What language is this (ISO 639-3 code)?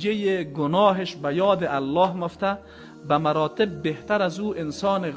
fas